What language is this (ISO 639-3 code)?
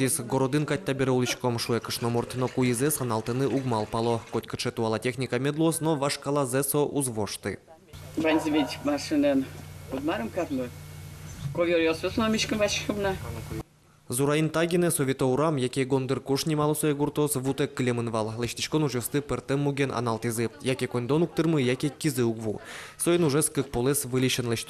udm